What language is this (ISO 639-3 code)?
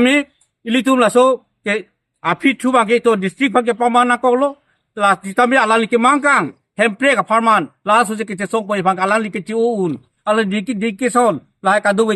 mjw